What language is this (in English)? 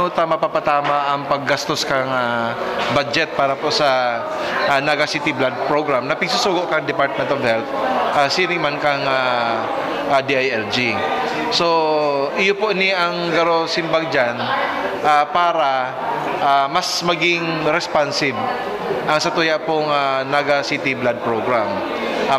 Bikol